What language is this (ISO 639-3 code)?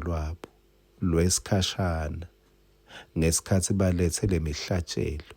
ssw